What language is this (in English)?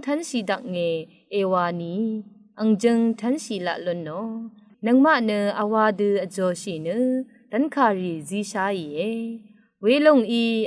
Rawang